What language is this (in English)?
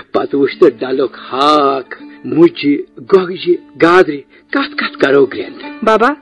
Kashmiri